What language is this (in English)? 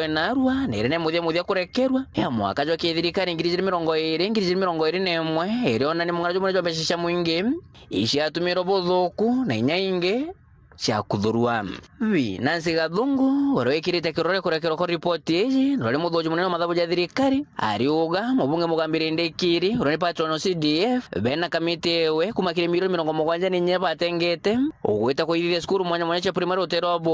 Meru